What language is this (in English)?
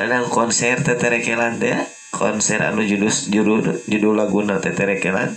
Sundanese